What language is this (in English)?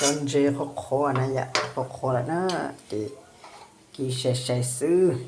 Hmong